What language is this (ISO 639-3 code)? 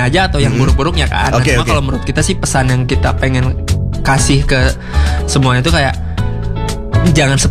ind